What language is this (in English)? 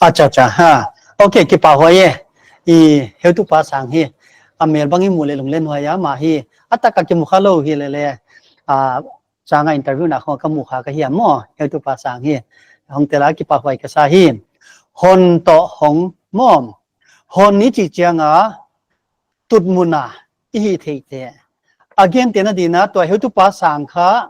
Paite Chin